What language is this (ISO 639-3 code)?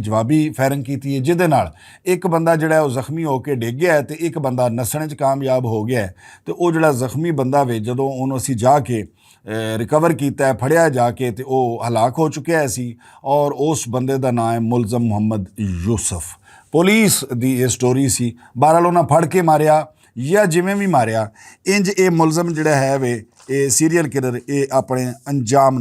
lah